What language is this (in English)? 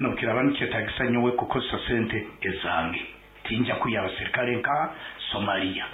Nyankole